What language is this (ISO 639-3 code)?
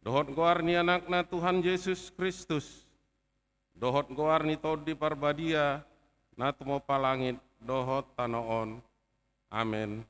bbc